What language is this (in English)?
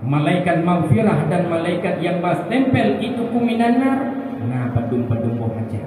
Achinese